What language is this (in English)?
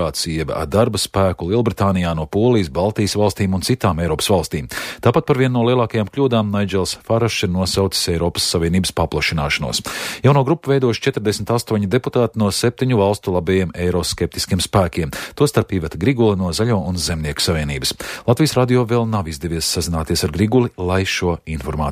Latvian